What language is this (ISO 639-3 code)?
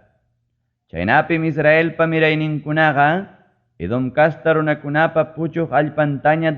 quy